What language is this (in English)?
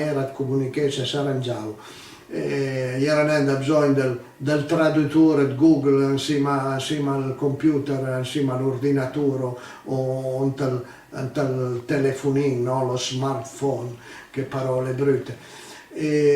Piedmontese